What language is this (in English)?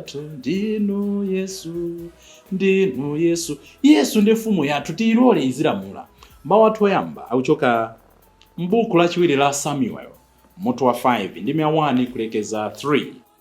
Nyanja